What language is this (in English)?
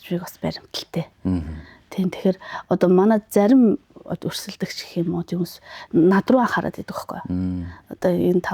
Mongolian